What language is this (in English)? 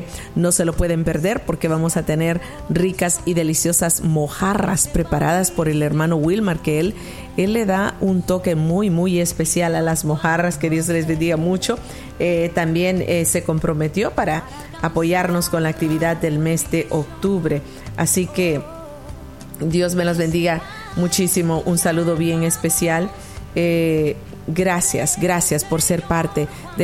Spanish